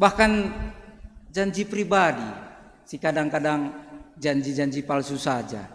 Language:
Batak Karo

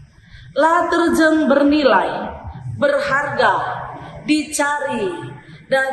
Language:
Batak Karo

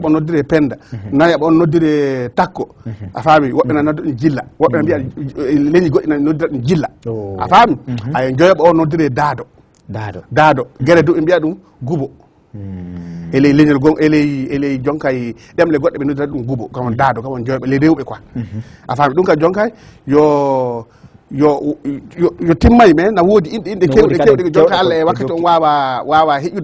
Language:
Fula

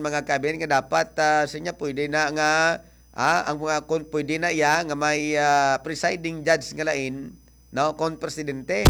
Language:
Hiligaynon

